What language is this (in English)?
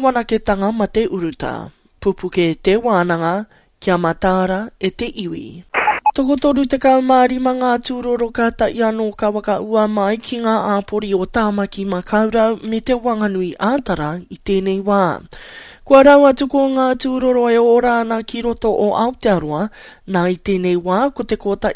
Māori